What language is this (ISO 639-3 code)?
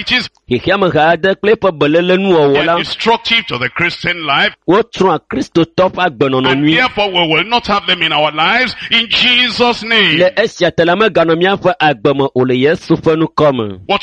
ewe